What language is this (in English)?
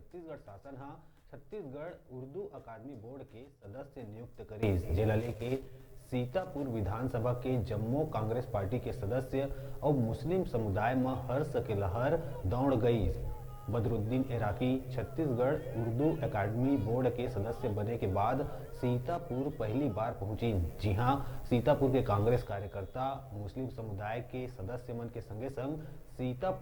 Chhattisgarhi